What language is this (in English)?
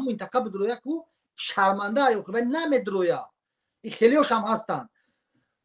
Tajik